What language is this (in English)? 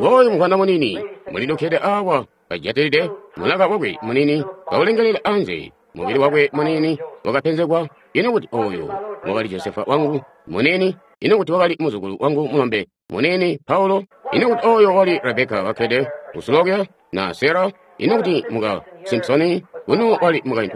Tonga (Zambia)